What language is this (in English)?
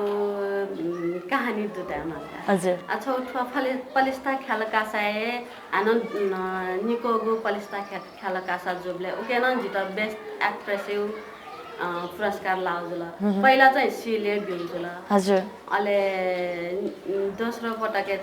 Newari